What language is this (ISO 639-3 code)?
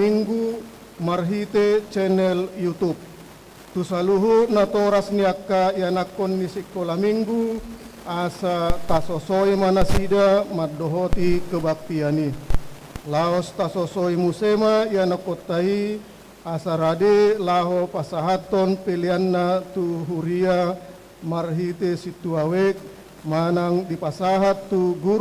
bbc